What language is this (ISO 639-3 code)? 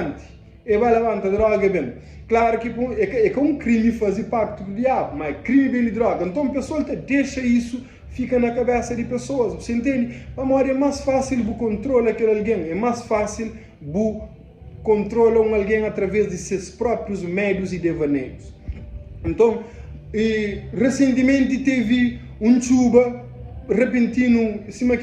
kea